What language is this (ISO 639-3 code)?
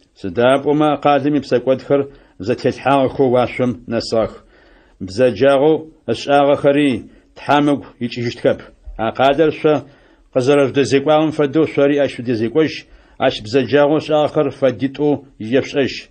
ady